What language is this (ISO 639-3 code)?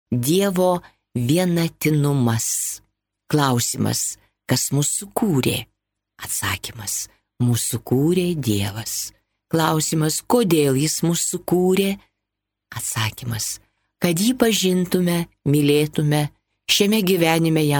lit